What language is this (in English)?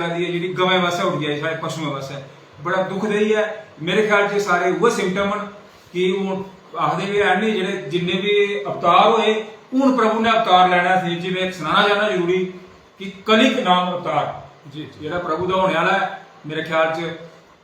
Dogri